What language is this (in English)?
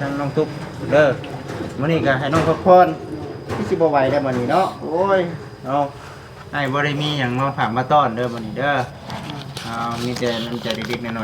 Northeastern Thai